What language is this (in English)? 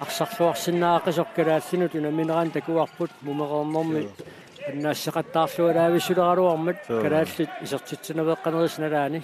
Kalaallisut